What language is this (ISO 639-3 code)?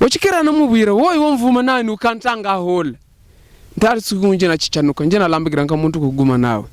hav